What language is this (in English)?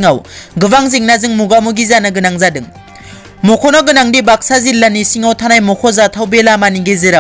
Bodo